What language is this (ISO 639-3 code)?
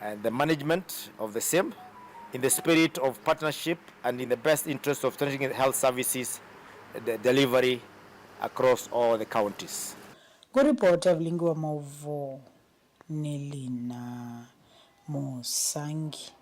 kam